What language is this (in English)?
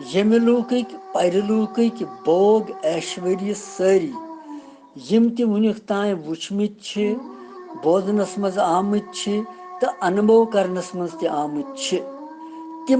Kashmiri